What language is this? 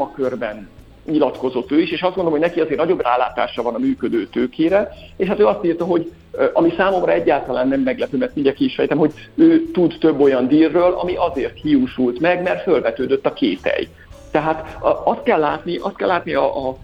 Hungarian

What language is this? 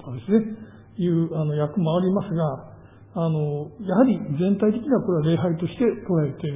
Japanese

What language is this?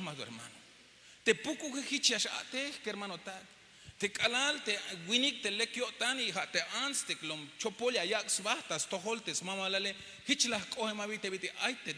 Tzeltal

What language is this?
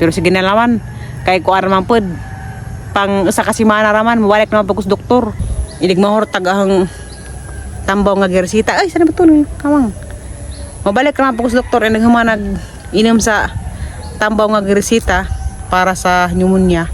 Cebuano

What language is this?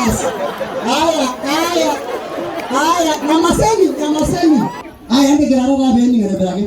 Masai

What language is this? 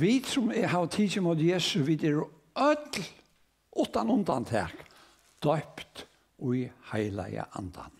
Faroese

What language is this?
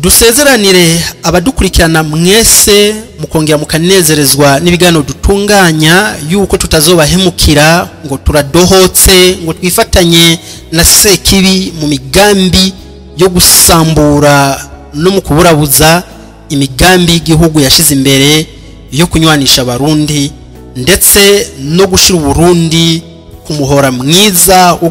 Rundi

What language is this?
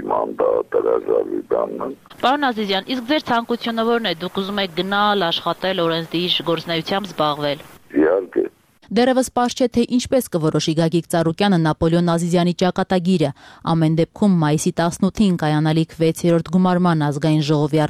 Armenian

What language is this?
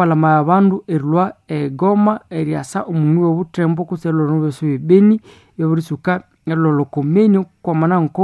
Nande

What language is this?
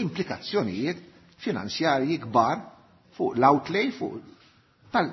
Maltese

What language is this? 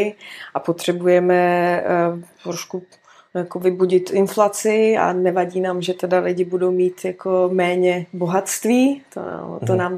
Czech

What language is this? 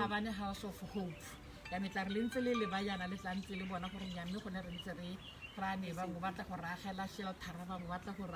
Tswana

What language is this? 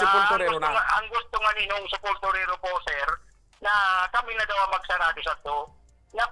Bikol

